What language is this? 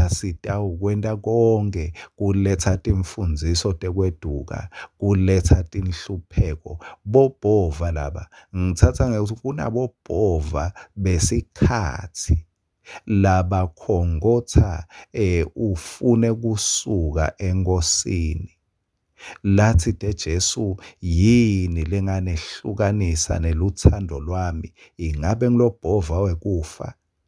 Swati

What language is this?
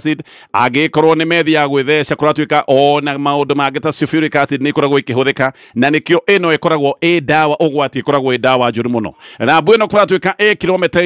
Kikuyu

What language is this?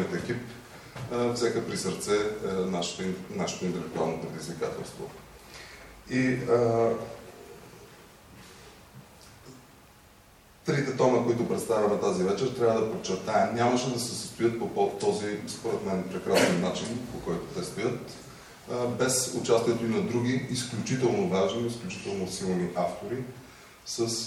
Bulgarian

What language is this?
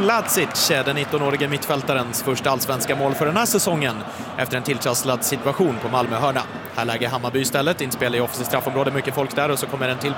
Swedish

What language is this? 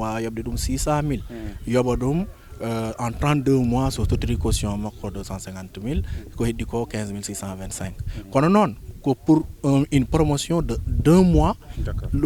Fula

